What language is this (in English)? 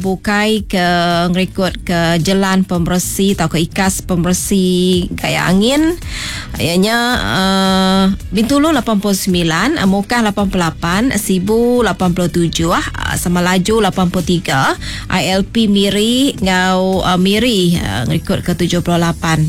Iban